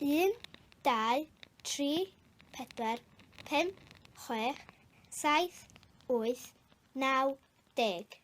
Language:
Welsh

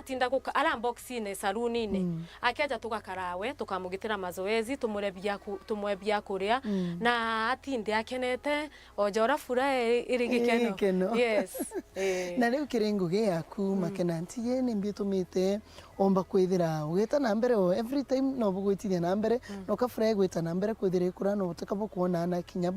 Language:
Meru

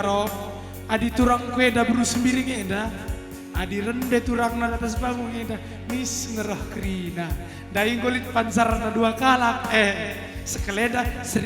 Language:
Batak Karo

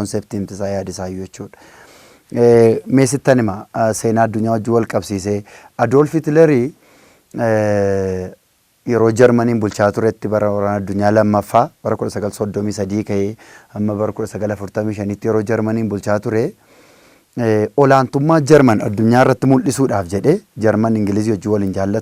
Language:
Oromo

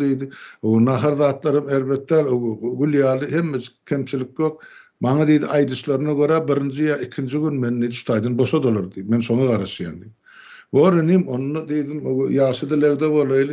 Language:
Turkmen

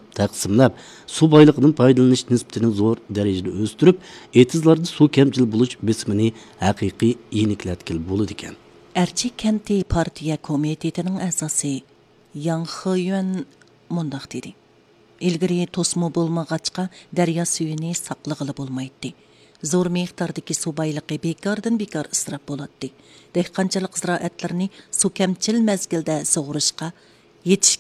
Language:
Uyghur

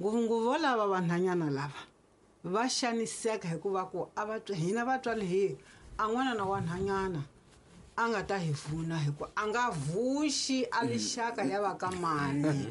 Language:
Tsonga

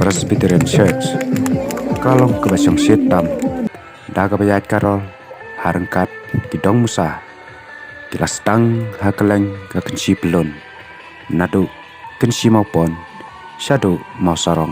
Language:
Khasi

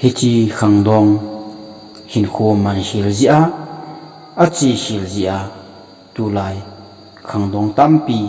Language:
Thado Chin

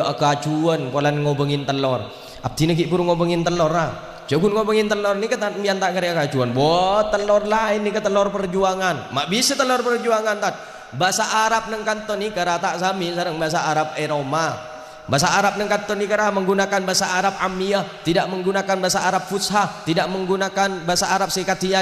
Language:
Madurese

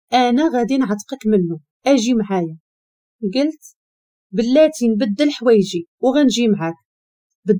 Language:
Moroccan Arabic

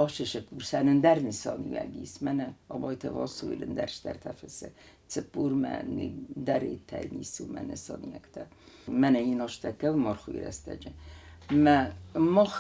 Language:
Ossetic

